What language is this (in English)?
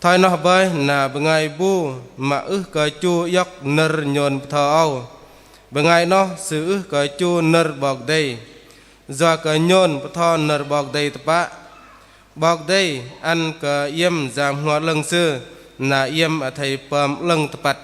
Bahnar